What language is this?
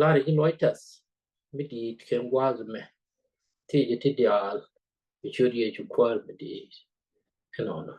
Nuer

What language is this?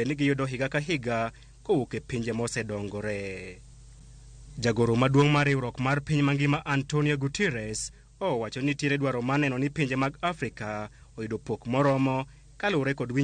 Luo (Kenya and Tanzania)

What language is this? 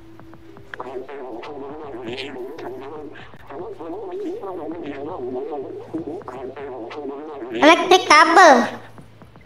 Indonesian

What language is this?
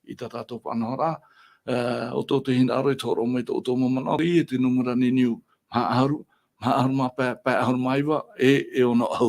Tahitian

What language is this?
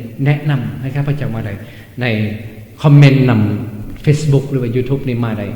Lao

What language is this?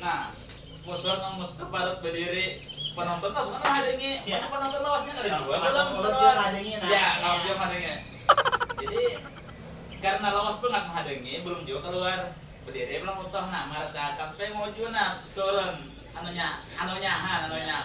Banjar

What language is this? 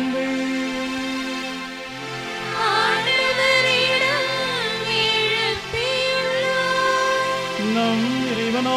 Tamil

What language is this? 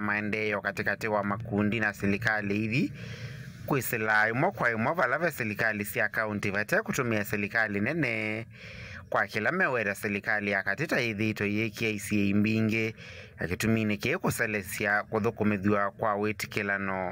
Kamba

